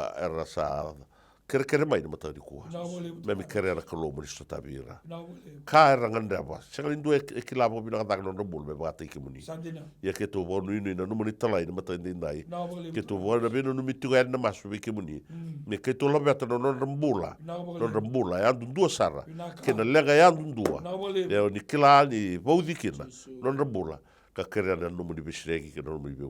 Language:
Fijian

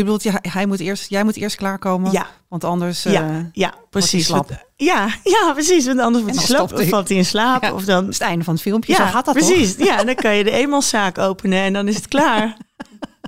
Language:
Dutch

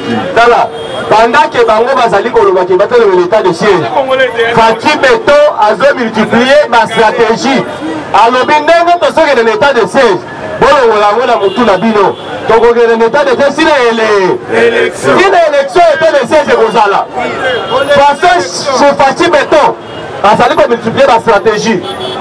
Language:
Lingala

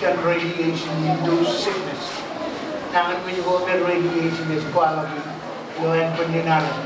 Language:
Marshallese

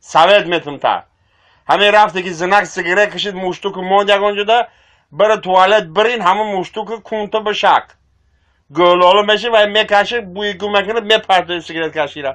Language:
Tajik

